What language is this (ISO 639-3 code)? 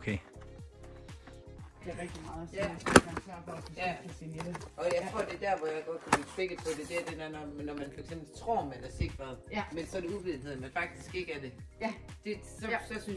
dan